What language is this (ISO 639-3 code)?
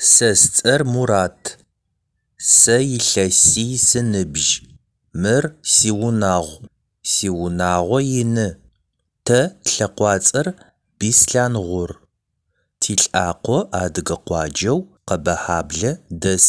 ady